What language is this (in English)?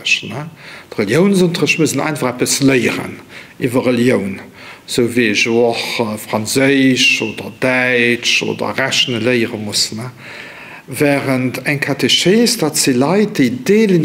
Luxembourgish